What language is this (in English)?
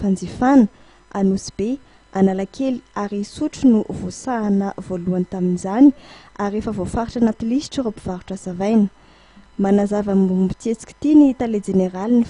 Malagasy